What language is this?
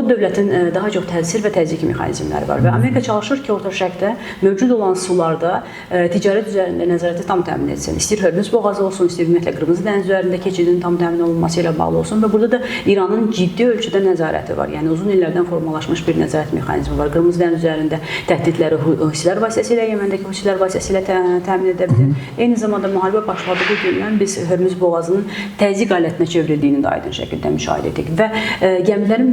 Azerbaijani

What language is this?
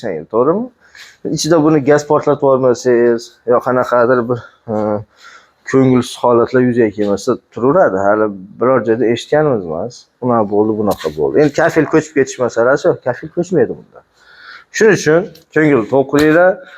Uzbek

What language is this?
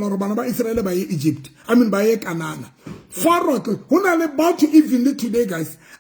Southern Sotho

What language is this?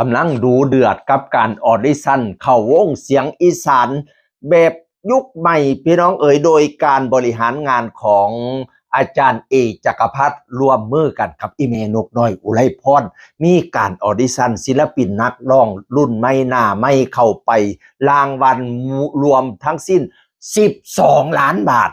Northeastern Thai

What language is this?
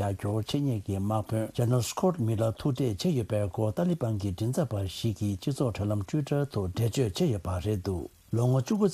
Tibetan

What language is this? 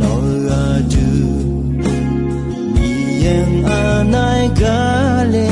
Akha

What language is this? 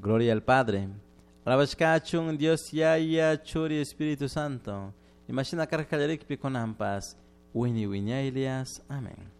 Chimborazo Highland Quichua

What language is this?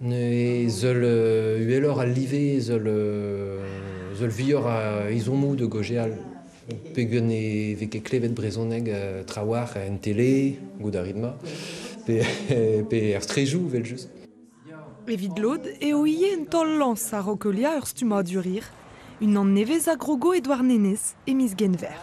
Breton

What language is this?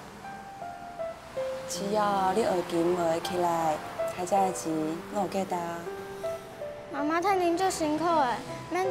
Chinese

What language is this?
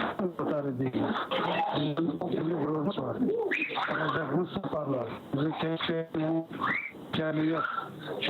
Crimean Tatar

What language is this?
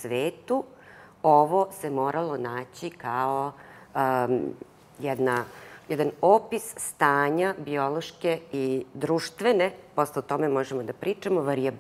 Serbian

